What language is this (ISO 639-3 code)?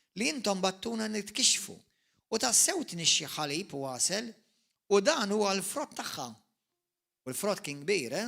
mlt